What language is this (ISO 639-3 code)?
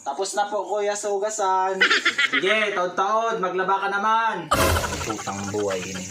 bik